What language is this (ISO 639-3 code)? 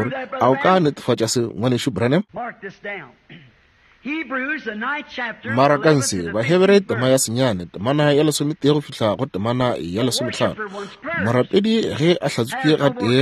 nso